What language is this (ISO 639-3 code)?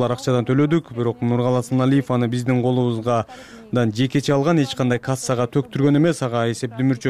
kir